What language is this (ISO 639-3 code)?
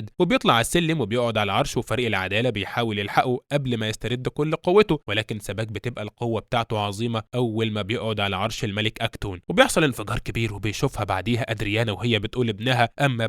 arz